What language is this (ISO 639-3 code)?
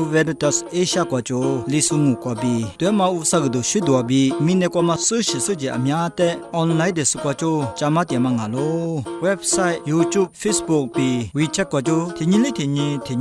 lis